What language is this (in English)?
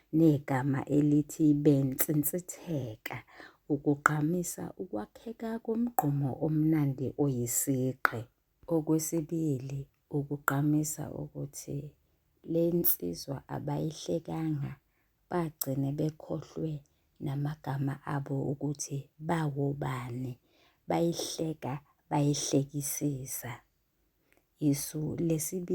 Zulu